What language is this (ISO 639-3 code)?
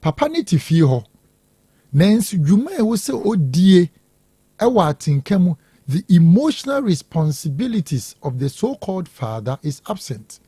aka